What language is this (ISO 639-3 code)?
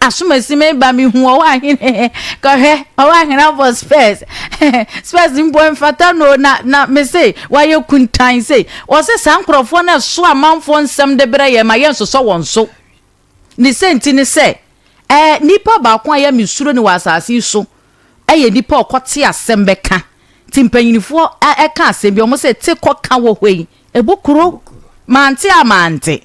aka